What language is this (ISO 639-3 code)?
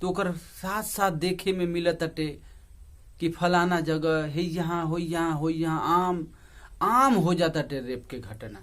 bho